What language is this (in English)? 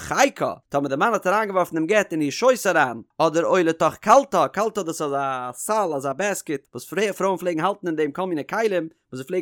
Yiddish